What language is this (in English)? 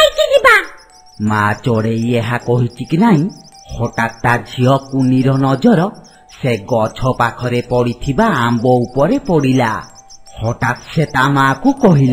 Odia